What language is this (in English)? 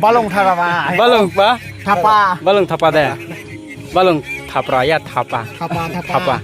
Riang (India)